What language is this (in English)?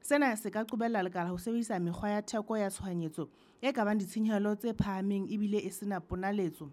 Southern Sotho